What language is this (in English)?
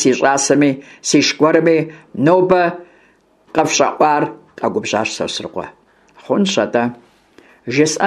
Kabardian